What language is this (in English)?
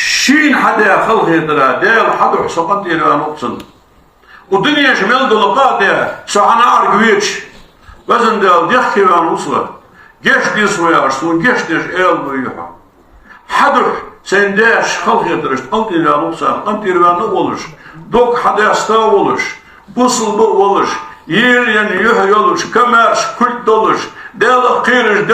Ingush